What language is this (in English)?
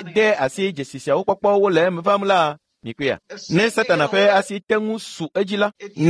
Ewe